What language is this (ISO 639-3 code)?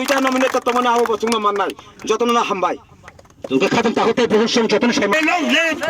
trp